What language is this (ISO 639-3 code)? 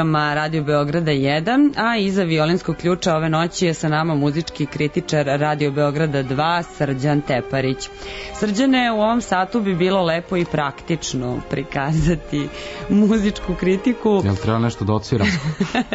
srp